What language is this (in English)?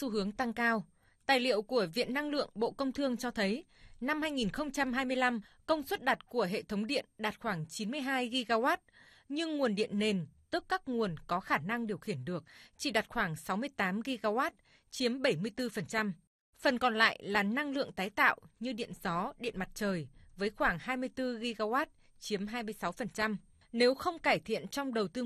Vietnamese